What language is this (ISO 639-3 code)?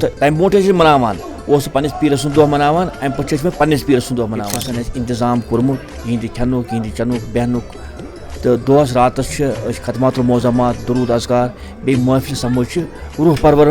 kas